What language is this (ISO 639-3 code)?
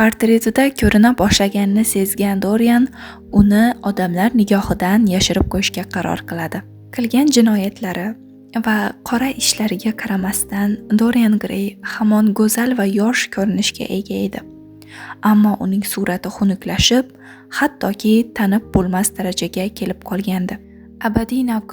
uzb